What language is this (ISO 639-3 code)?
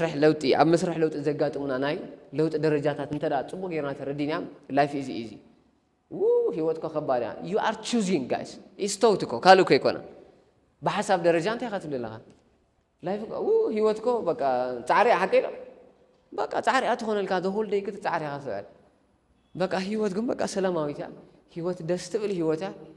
tir